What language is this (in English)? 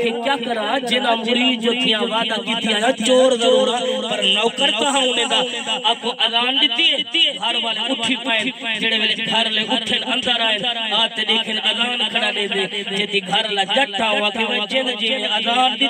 Saraiki